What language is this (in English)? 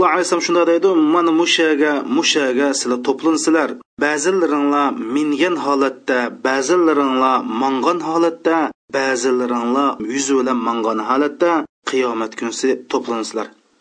Uyghur